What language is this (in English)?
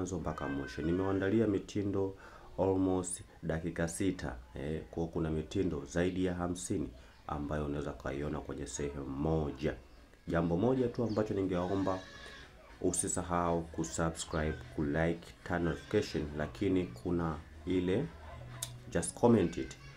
Swahili